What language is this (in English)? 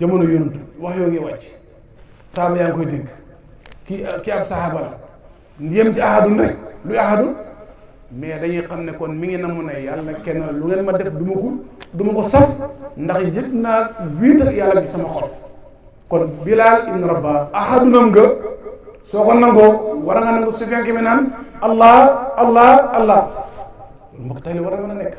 Wolof